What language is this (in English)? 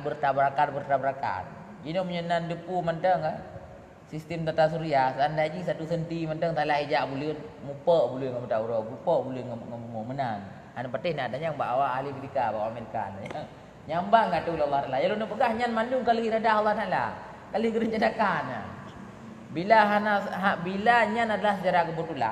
Achinese